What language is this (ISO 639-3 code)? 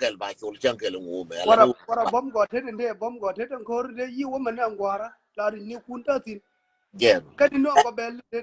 nus